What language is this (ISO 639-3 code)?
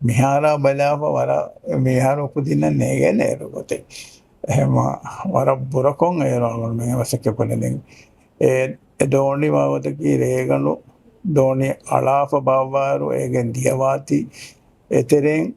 div